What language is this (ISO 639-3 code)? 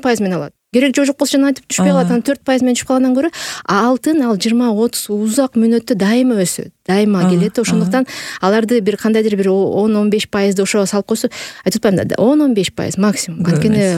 kir